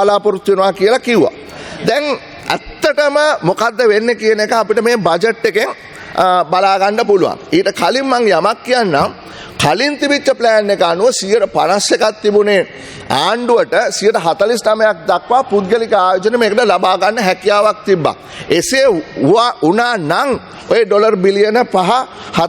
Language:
Sinhala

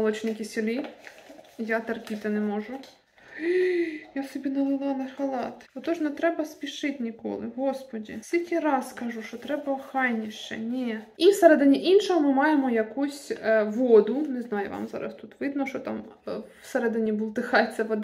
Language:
Ukrainian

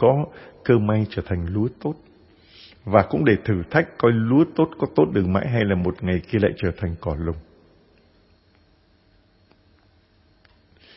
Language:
Vietnamese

